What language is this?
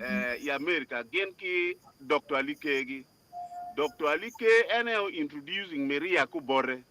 Acoli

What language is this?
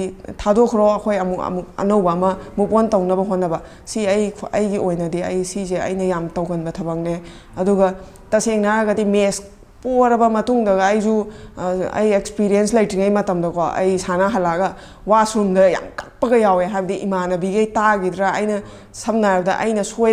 Manipuri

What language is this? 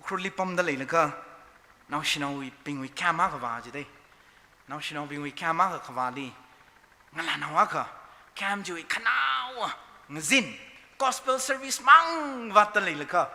Tangkhul Naga (India)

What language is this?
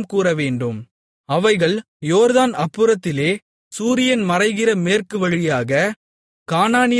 Tamil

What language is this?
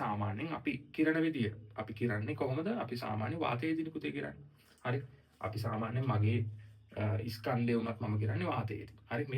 Sinhala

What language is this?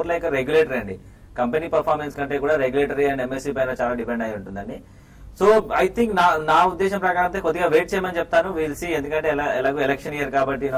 Telugu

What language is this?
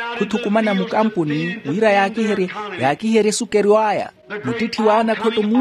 Makhuwa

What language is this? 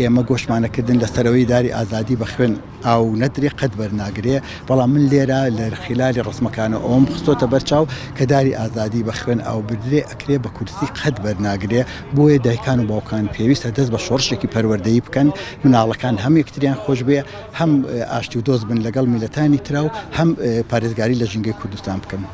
Central Kurdish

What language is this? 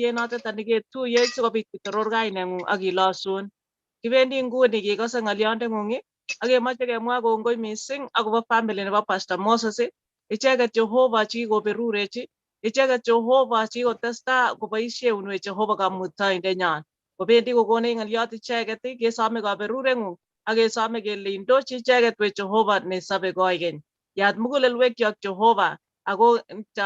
Kalenjin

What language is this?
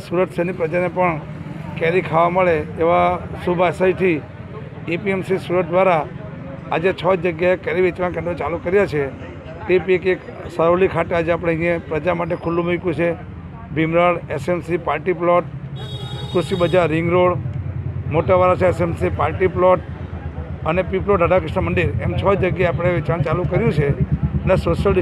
Gujarati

